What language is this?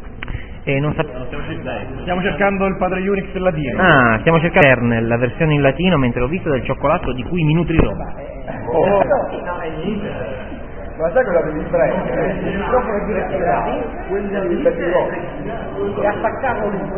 Italian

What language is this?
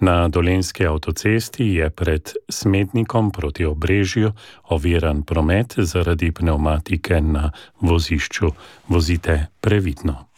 Slovenian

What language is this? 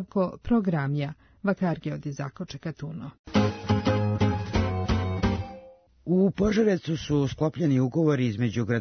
Serbian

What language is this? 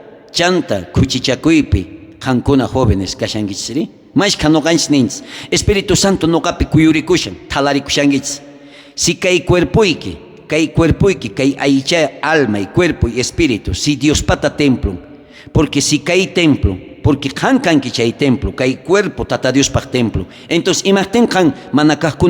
South Bolivian Quechua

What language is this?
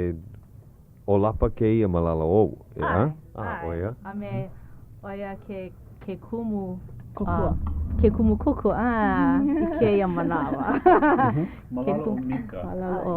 Hawaiian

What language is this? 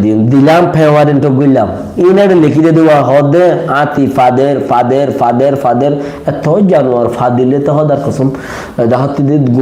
Rohingya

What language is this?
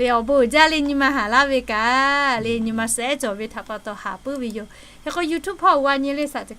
Lahu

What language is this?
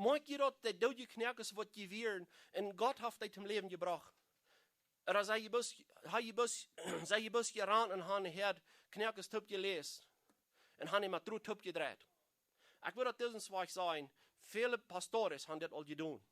Plautdietsch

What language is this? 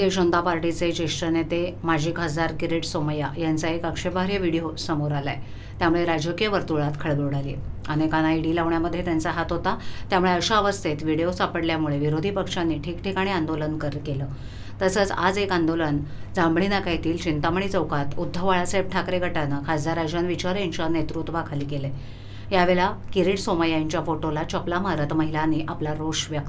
Marathi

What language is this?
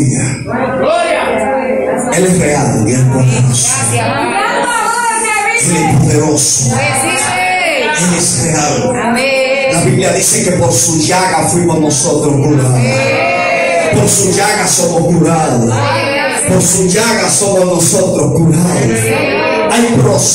Spanish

